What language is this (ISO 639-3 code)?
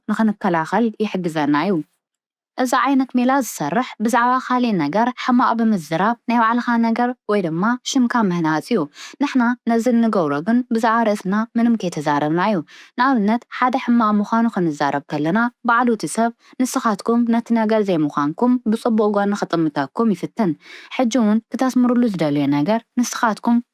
tir